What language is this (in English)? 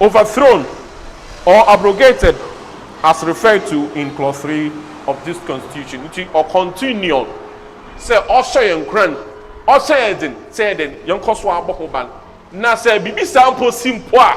Akan